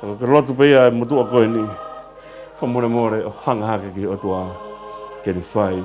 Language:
Tongan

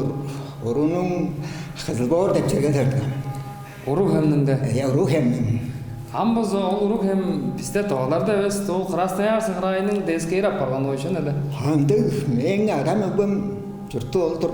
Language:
Tuvinian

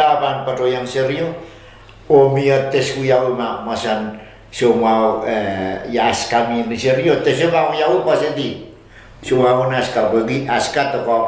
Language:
Pohnpeian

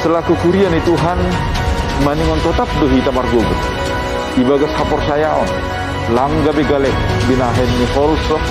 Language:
Batak Simalungun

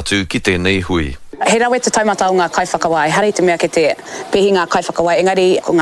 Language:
Māori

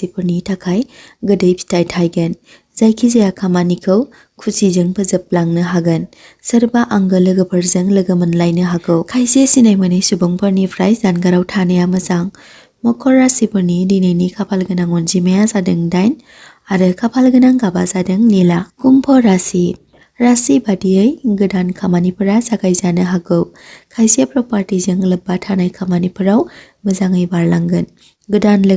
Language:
Bodo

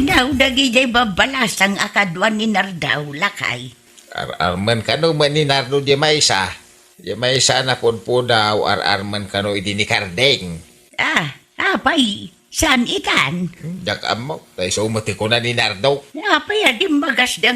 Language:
Iloko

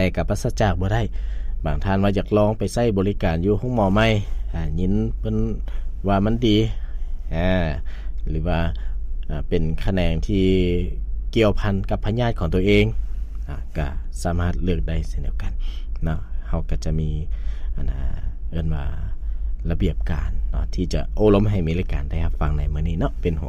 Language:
Lao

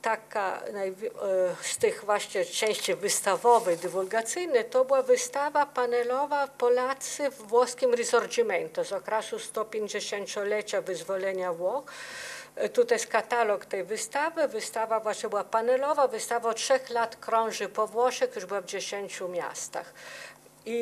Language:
Polish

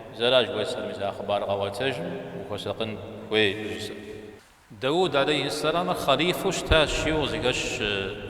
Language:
Kabardian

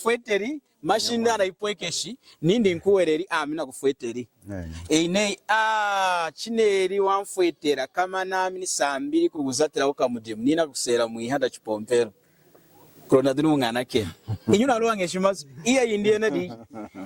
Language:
Lunda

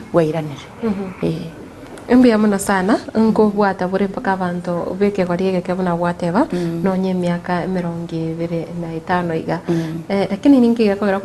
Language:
Gusii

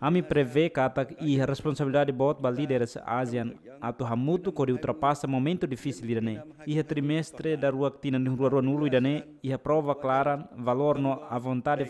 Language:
Tetum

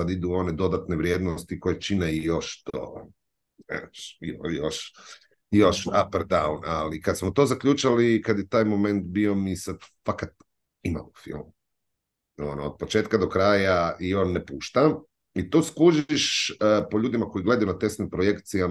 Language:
Croatian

